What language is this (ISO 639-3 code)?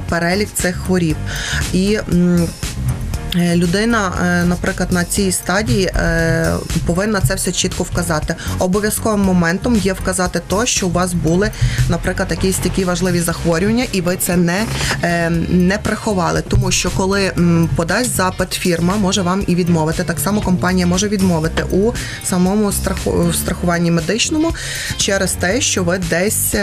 ukr